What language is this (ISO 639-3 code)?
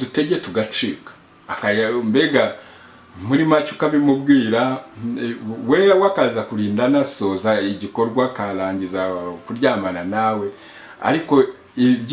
kin